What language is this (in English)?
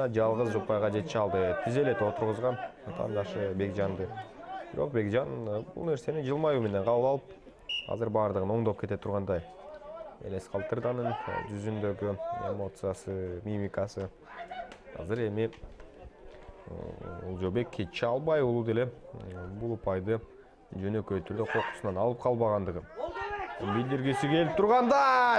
Kyrgyz